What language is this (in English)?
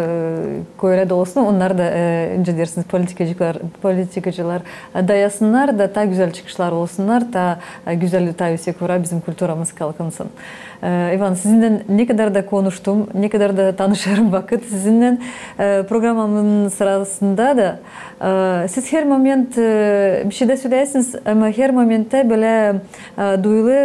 Gagauz